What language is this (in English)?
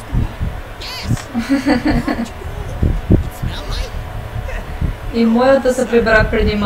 Bulgarian